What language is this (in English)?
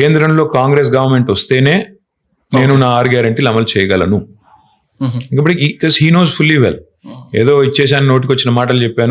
Telugu